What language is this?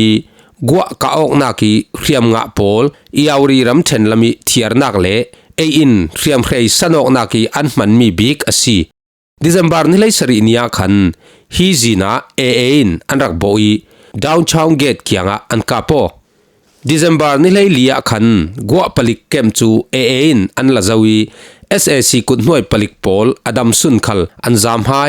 Falam Chin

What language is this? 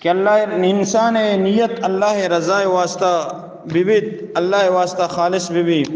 Eastern Balochi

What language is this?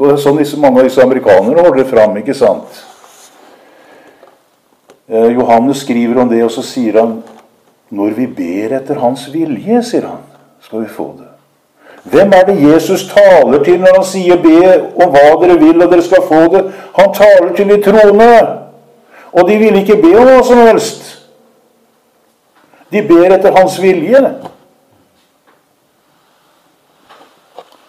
Norwegian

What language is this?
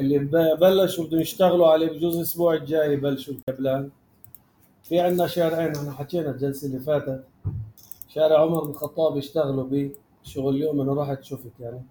North Levantine Arabic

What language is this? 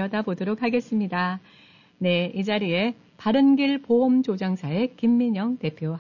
Korean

